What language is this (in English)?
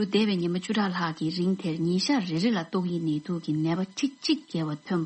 Tibetan